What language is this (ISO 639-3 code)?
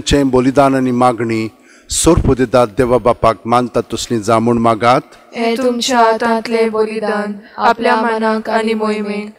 kok